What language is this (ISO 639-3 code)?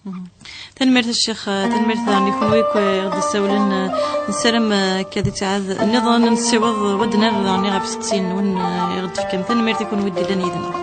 kab